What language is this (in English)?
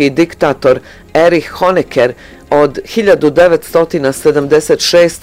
Bosnian